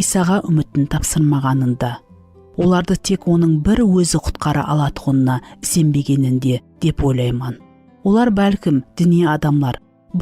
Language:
Kara-Kalpak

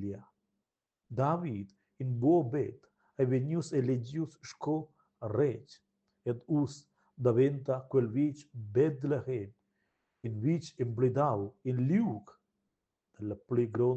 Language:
Romansh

